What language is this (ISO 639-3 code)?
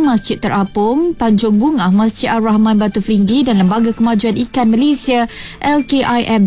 msa